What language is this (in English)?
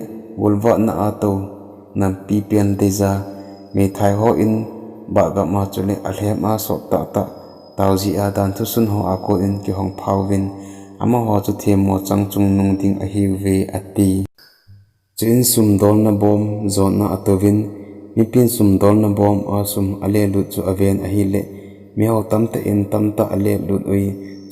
Thado Chin